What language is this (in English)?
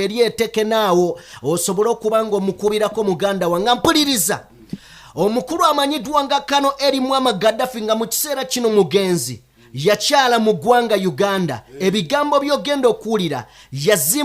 Ganda